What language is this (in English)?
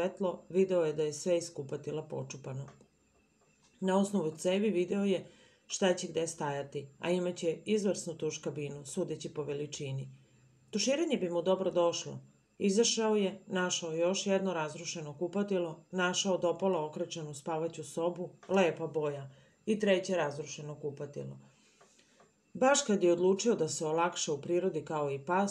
Serbian